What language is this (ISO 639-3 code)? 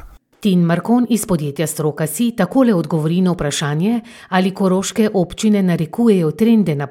slv